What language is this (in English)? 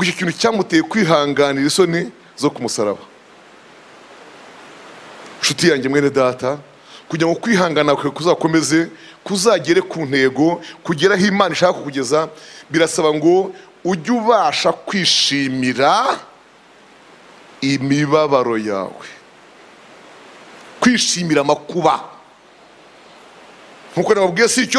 Kinyarwanda